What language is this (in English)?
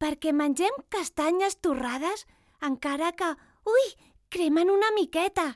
Catalan